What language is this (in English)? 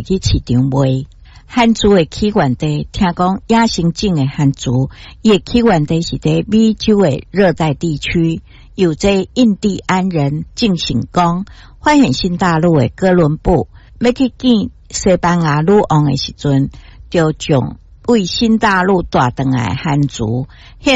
Min Nan Chinese